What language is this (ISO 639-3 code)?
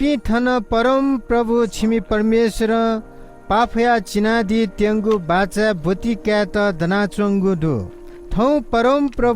new